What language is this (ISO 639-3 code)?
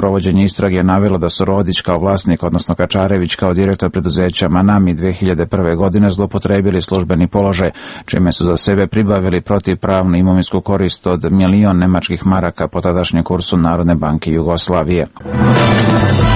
srp